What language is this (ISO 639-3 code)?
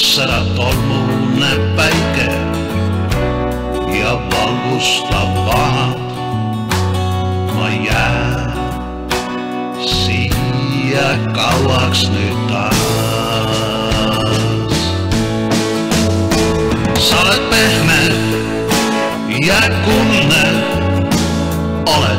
est